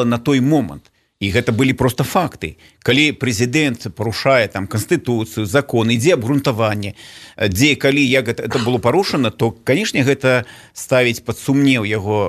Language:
Belarusian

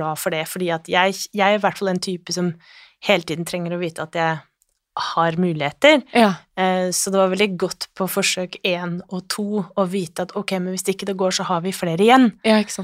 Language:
Norwegian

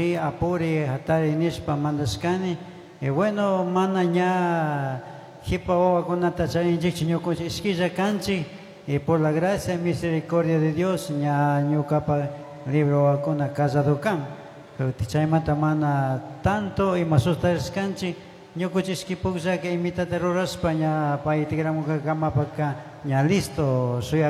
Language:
Chimborazo Highland Quichua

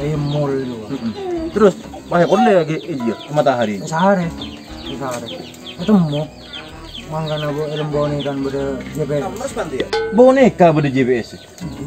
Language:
Madurese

